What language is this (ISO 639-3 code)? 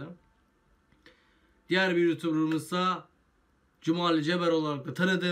tur